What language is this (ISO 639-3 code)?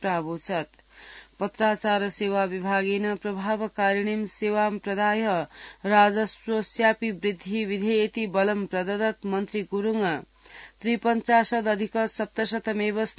san